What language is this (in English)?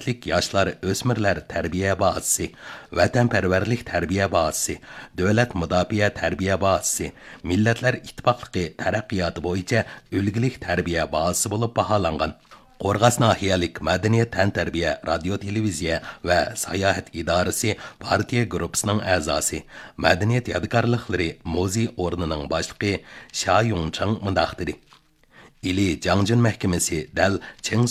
Uyghur